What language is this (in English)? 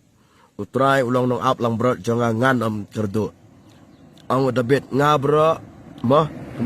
Khasi